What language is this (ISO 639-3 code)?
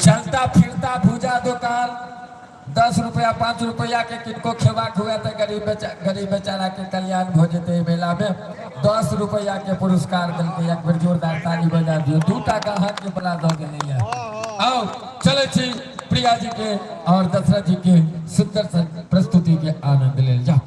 mai